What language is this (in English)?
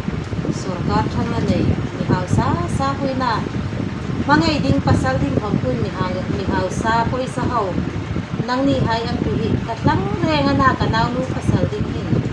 Hmar